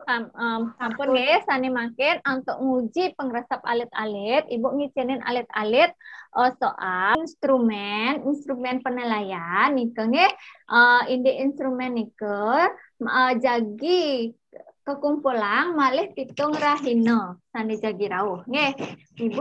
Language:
Balinese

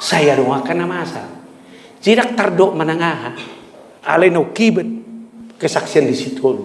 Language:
Batak Toba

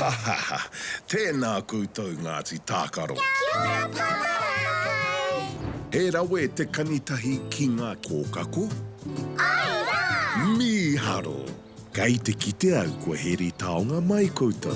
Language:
Māori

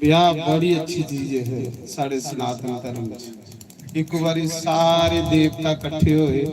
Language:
Dogri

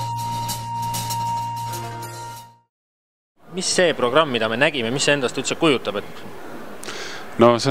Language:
Estonian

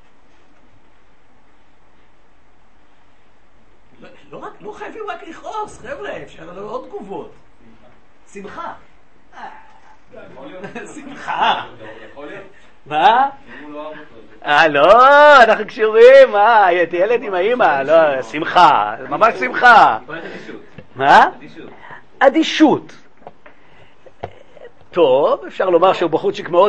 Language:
Hebrew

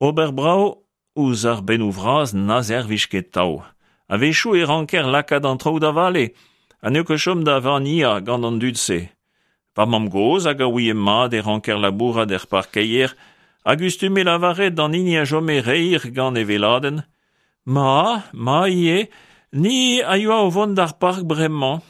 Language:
Breton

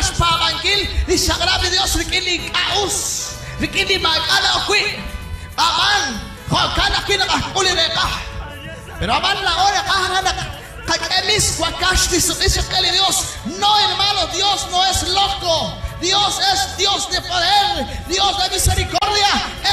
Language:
Kekchí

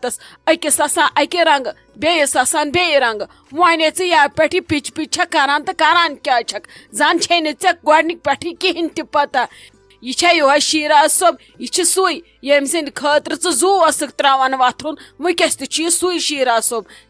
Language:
Kashmiri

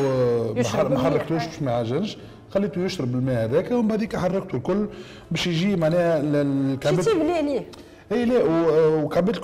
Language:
Tunisian Arabic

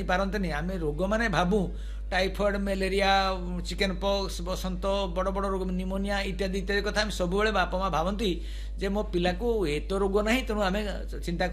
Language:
Odia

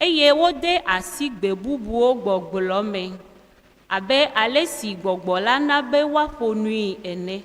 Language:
Ewe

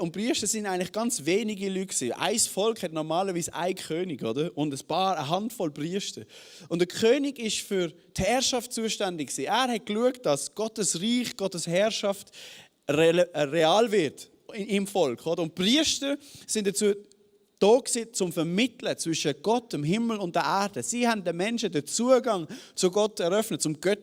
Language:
Swiss German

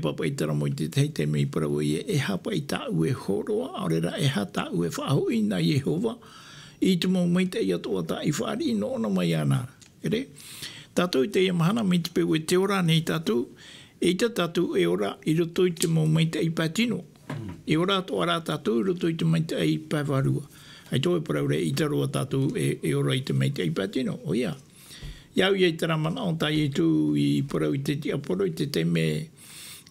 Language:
Tahitian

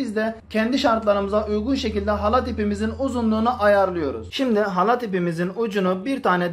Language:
Turkish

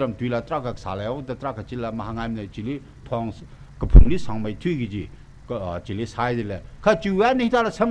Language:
Tangkhul Naga (India)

